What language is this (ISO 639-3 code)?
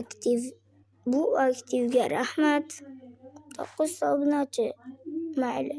uzb